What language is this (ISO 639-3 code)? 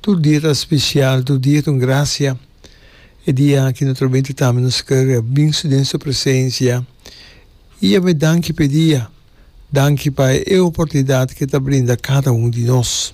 pap